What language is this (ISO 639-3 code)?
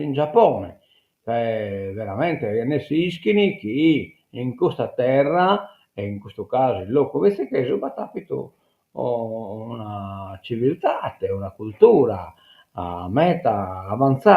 srd